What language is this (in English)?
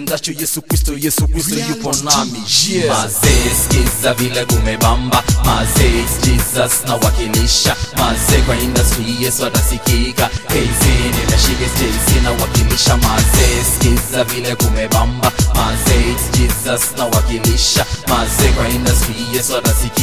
Swahili